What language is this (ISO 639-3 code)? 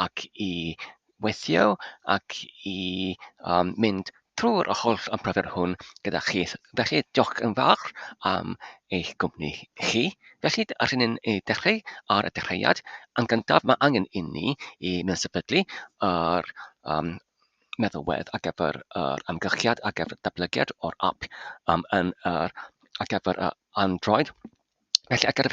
cym